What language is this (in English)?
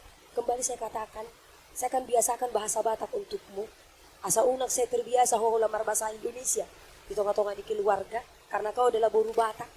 Batak Toba